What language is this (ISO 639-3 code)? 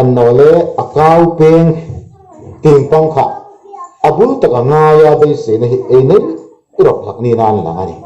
hmr